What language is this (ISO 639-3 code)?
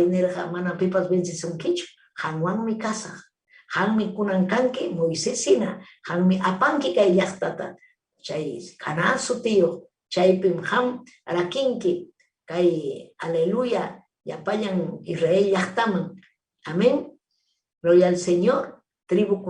quy